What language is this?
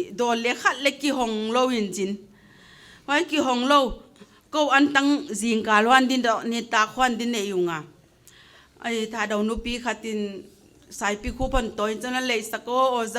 Paite Chin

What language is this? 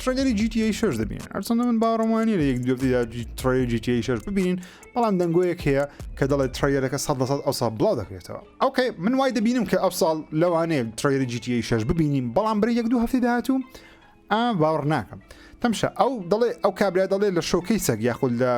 Central Kurdish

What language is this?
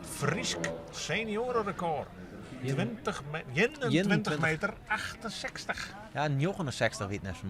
Western Frisian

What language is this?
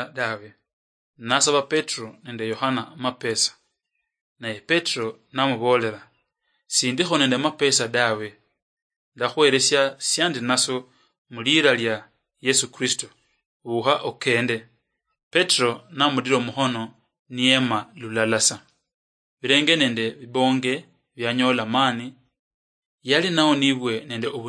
Luyia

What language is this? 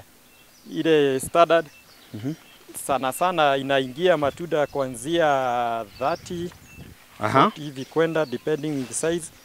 Swahili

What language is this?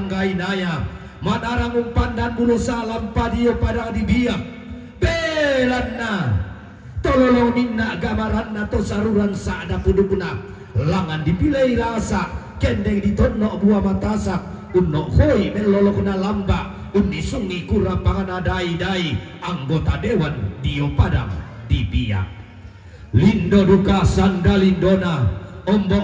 Toraja-Sa'dan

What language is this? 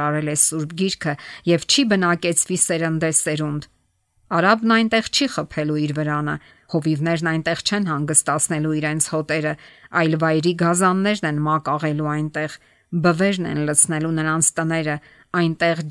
Armenian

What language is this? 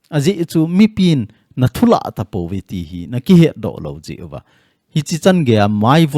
Thado Chin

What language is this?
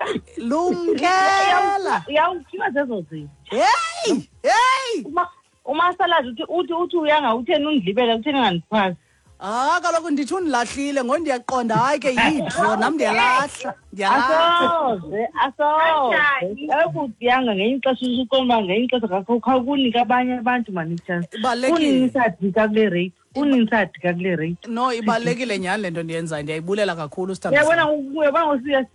Xhosa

